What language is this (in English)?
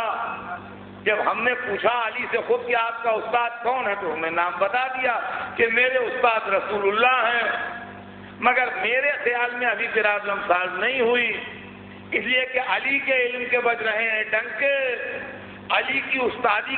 Urdu